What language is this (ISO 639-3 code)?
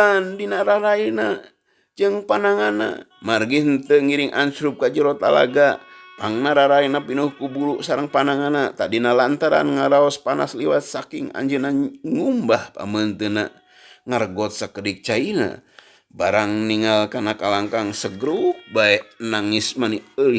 sun